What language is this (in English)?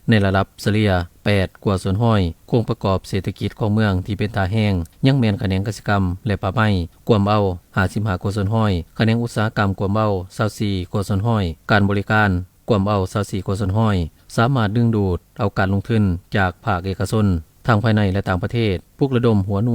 Lao